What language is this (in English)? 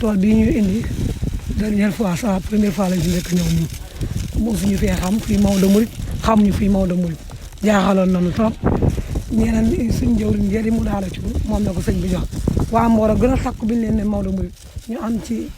Wolof